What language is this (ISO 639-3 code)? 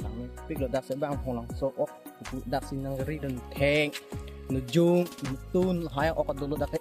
mjw